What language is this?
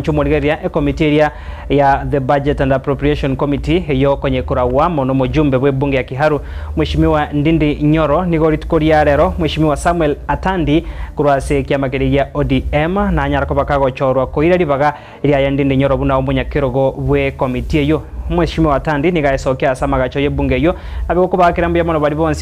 Gusii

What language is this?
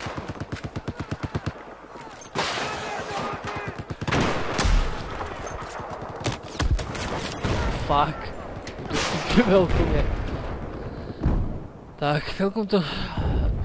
Slovak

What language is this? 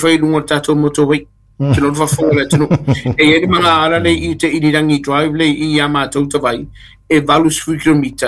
Samoan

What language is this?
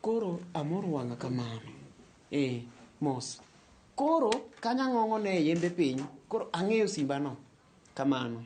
Luo (Kenya and Tanzania)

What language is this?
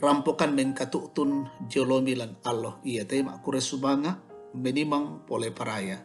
Toraja-Sa'dan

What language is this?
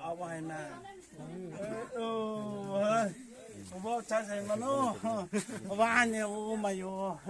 Kok Borok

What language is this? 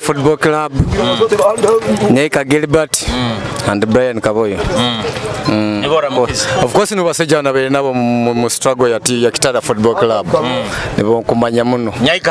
Nyoro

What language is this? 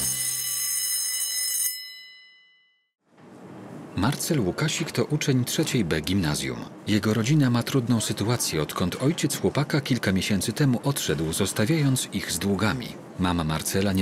Polish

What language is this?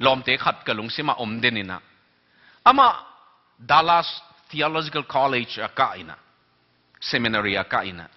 Tedim Chin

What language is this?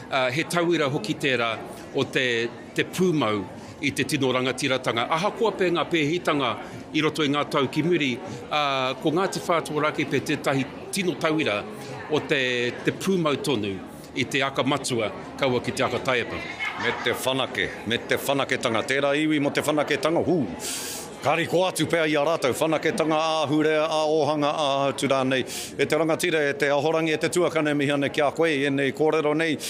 Māori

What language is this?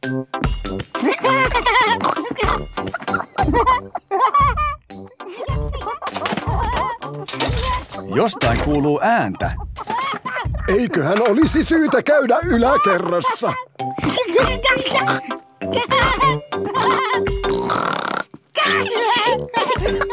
Finnish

